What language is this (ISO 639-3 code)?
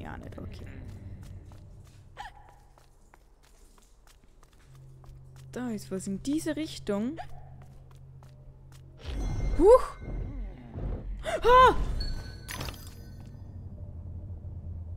deu